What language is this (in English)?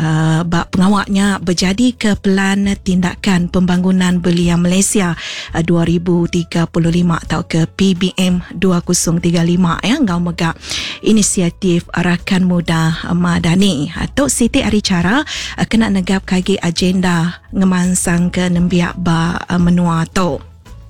Iban